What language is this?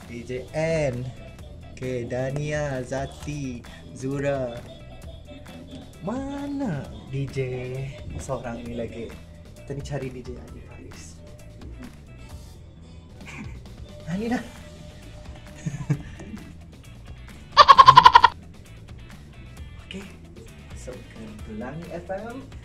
Malay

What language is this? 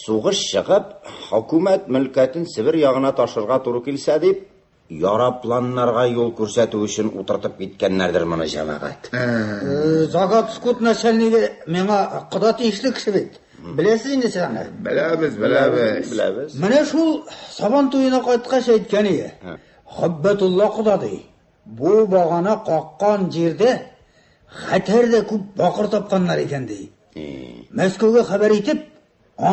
Tatar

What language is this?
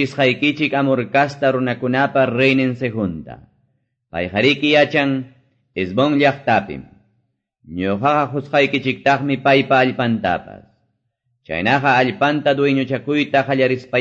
Quechua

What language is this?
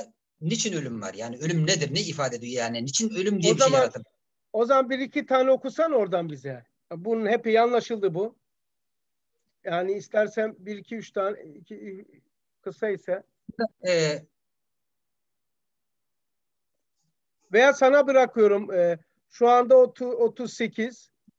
Turkish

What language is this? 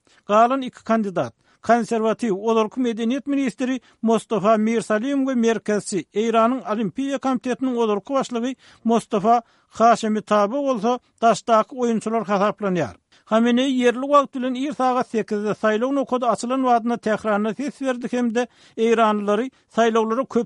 Turkmen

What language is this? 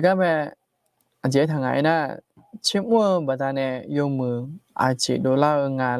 Akha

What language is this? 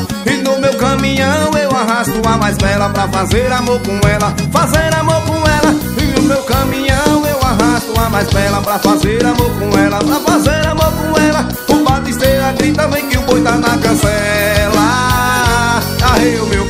Portuguese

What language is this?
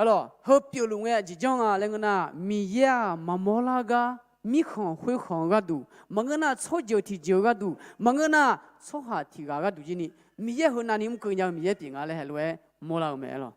Akha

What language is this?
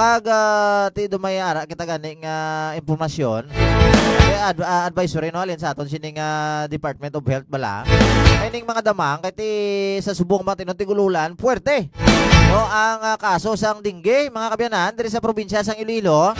Hiligaynon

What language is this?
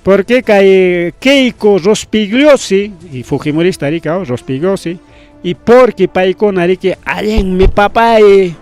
Ayacucho Quechua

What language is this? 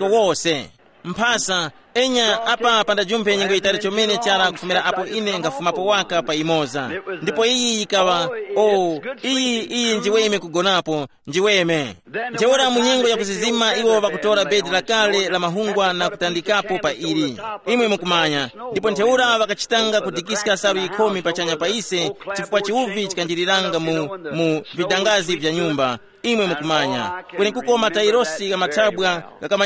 Tumbuka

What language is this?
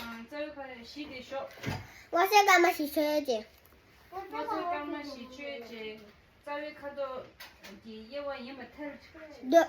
Tibetan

